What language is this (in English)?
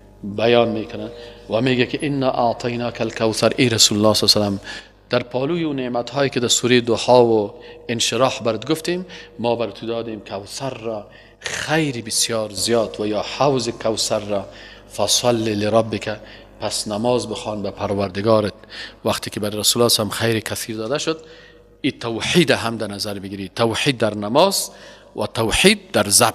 Persian